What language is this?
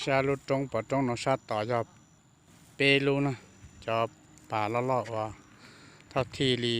Hmong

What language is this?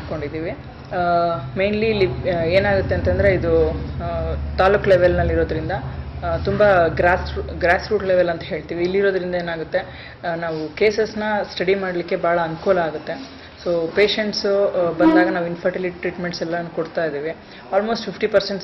Kannada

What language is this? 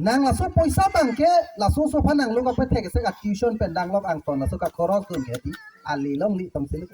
Karbi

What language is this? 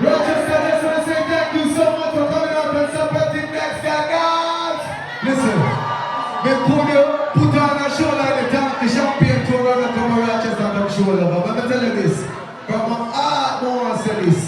Jamaican Creole English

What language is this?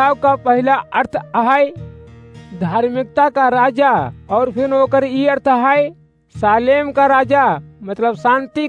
Awadhi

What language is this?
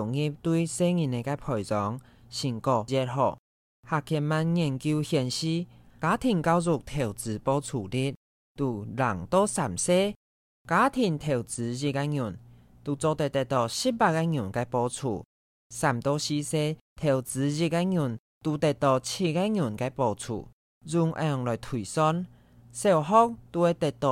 Hakka Chinese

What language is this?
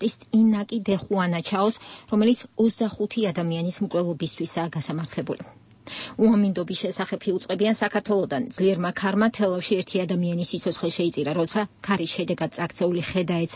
Georgian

